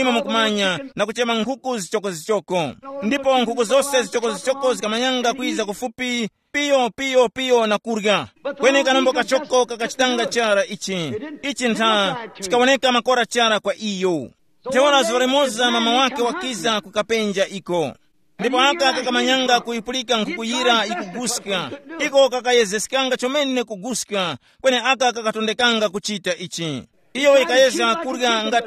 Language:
Tumbuka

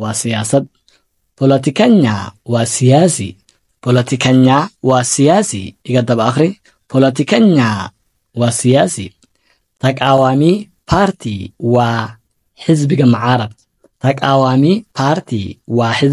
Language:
Somali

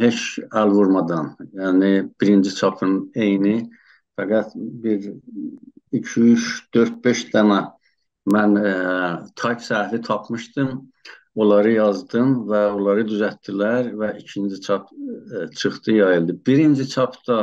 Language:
South Azerbaijani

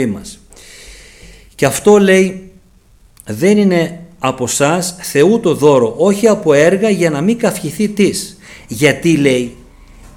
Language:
Greek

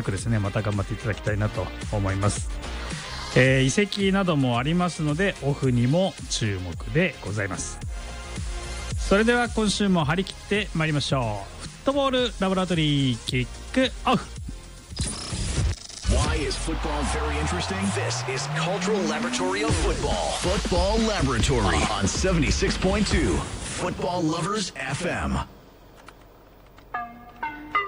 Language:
Japanese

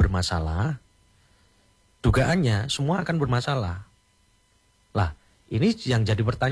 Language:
Indonesian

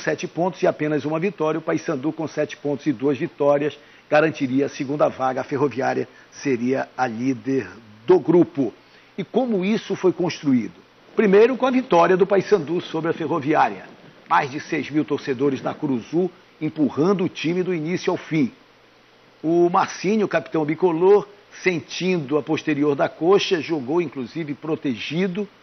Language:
Portuguese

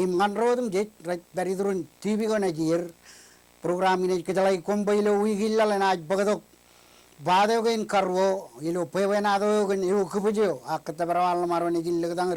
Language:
Marshallese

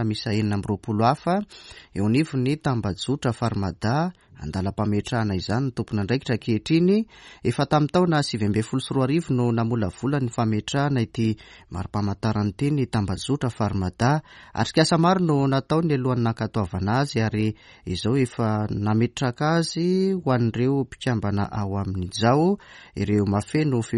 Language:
Malagasy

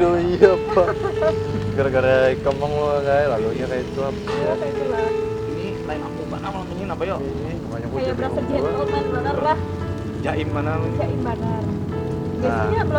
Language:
Banjar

